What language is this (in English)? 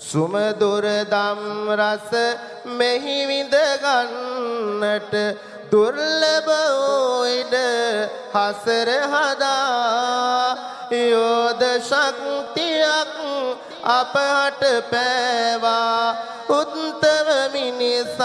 Sinhala